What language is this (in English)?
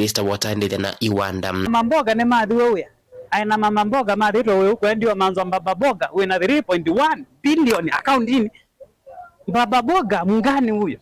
Kamba